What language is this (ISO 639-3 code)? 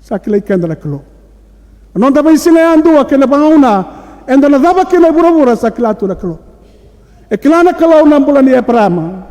fij